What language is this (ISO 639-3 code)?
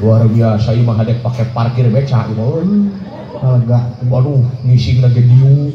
sun